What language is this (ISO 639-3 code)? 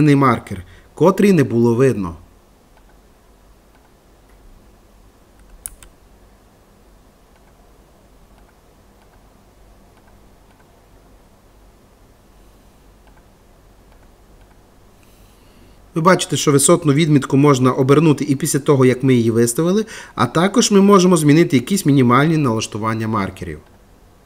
ukr